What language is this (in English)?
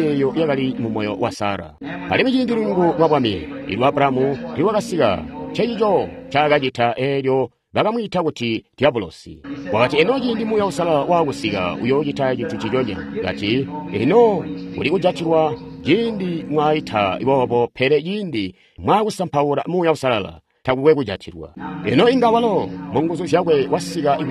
Tonga (Zambia)